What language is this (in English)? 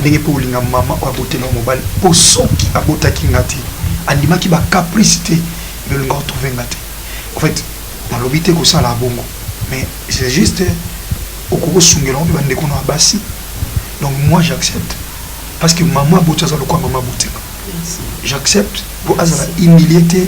Lingala